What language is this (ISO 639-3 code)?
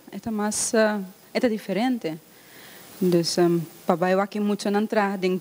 pap